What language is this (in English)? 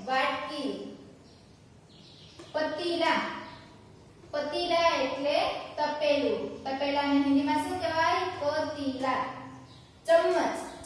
Gujarati